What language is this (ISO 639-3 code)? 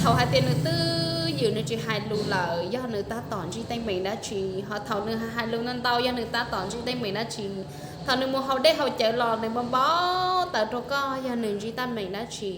hmn